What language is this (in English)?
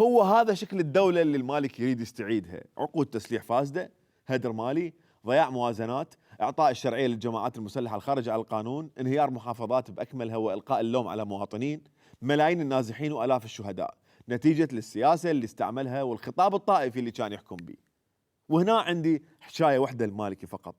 Mesopotamian Arabic